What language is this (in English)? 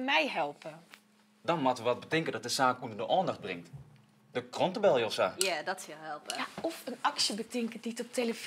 Western Frisian